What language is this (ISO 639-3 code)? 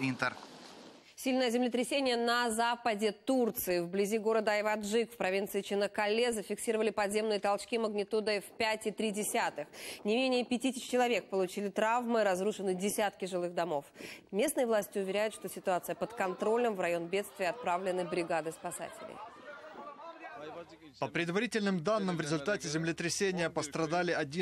rus